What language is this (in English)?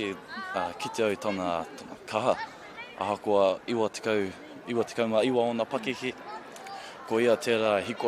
Māori